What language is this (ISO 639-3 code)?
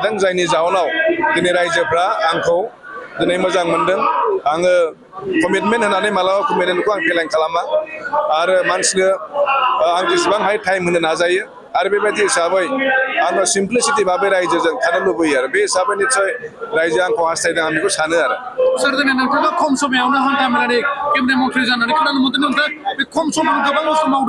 brx